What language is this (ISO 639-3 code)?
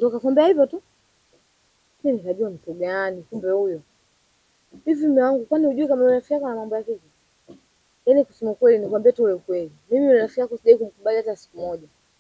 swa